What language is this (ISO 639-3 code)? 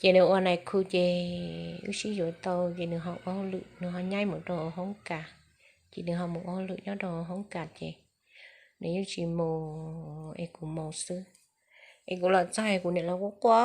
hmn